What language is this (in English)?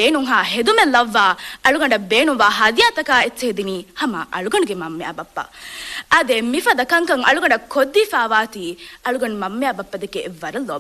Divehi